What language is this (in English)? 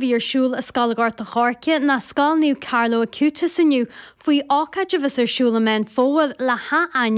Irish